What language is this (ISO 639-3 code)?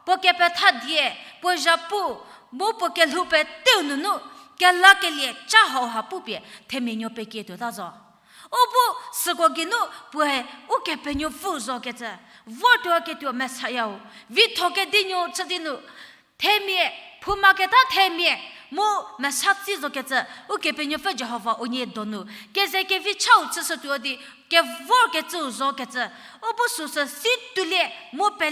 njm